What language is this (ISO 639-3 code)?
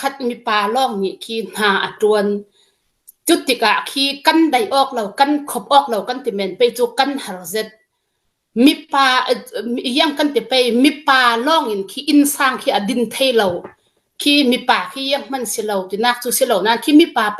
cnh